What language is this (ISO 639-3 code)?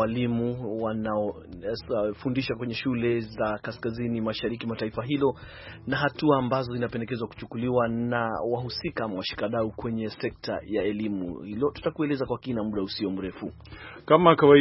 swa